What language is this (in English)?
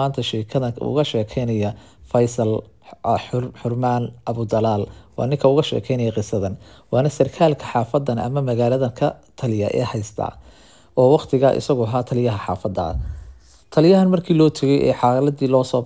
Somali